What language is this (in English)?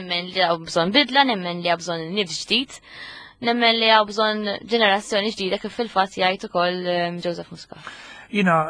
Maltese